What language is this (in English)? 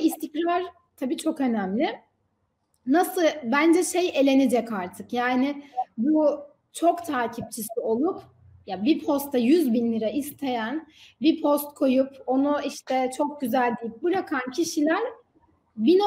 Turkish